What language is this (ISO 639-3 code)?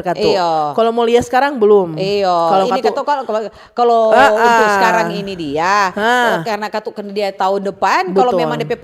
xmm